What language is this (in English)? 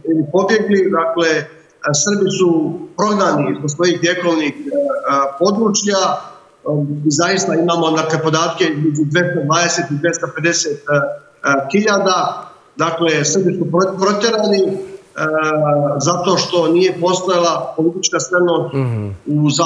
Serbian